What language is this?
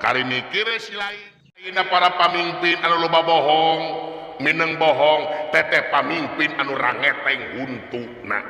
Sundanese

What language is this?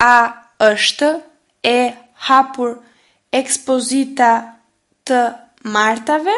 Albanian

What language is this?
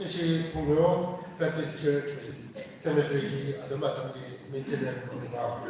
Tangkhul Naga (India)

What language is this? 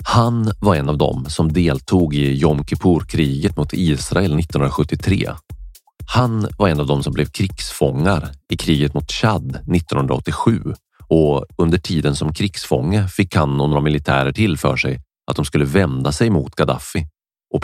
Swedish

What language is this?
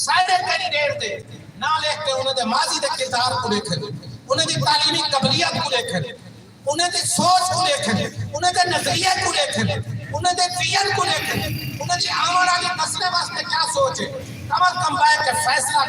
Saraiki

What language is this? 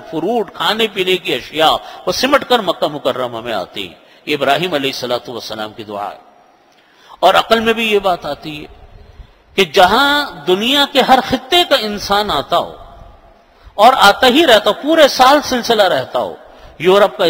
Urdu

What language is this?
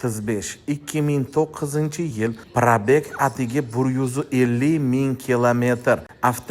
Uzbek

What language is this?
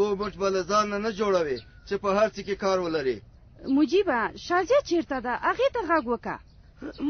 Pashto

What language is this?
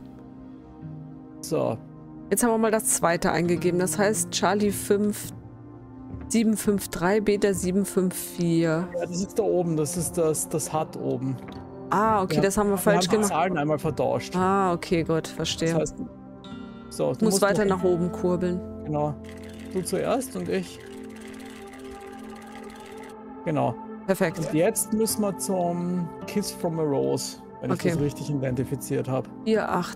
German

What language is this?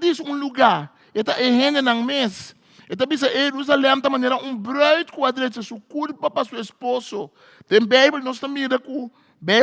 Papiamento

